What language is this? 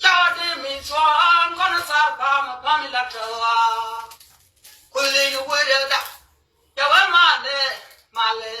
Nuer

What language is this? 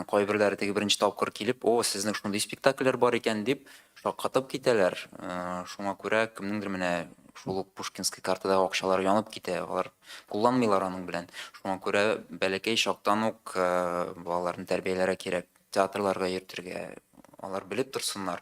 Tatar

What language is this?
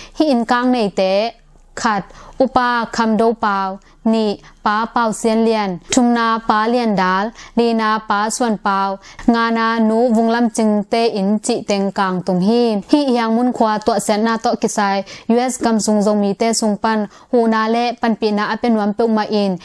Tedim Chin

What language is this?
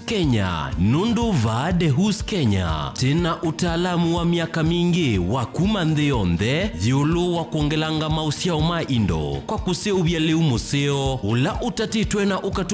Kamba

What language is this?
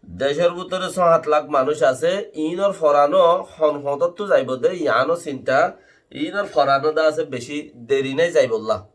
Rohingya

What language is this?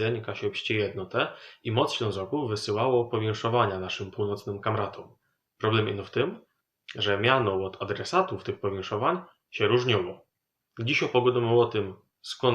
Silesian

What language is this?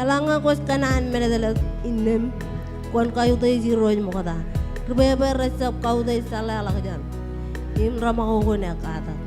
Marshallese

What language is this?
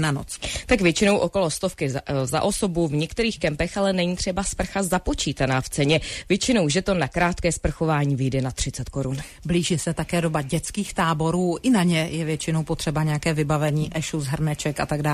Czech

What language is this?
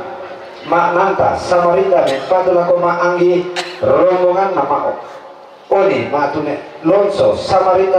Toraja-Sa'dan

